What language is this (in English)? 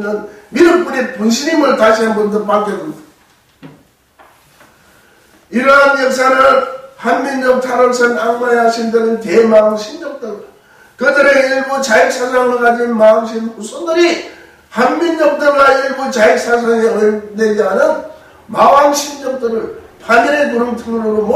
Korean